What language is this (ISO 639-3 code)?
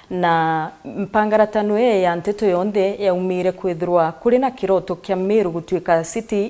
mer